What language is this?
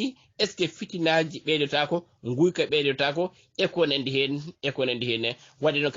Fula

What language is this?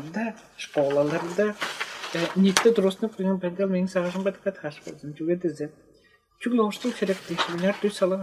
Tuvinian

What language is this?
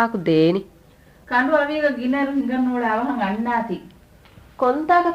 Divehi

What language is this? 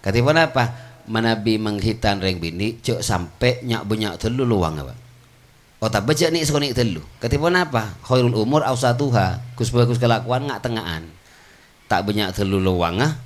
Madurese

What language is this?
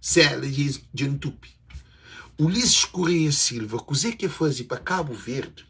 Kabuverdianu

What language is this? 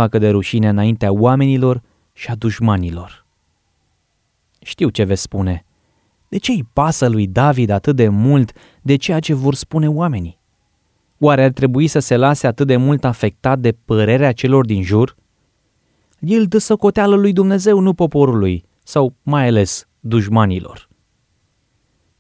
Romanian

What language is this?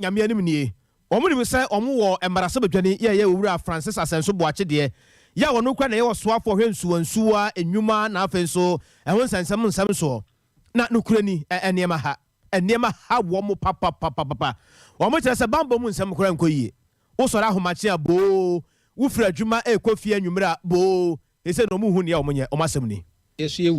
Akan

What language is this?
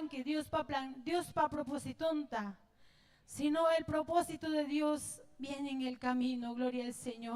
Ayacucho Quechua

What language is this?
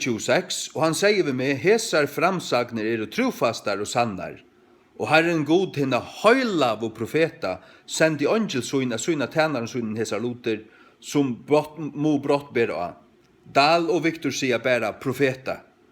Faroese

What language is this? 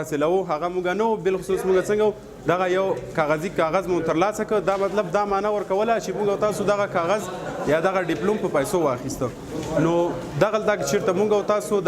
Pashto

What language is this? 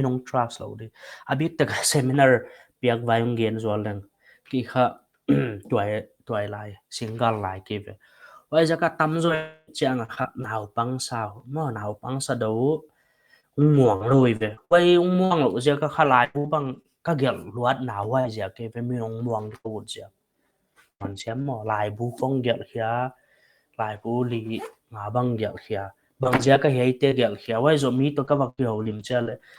Paite Chin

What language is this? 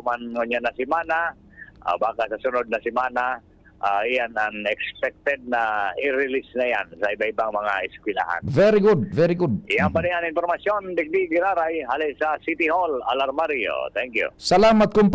Bikol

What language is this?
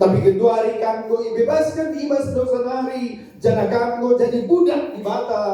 Batak Karo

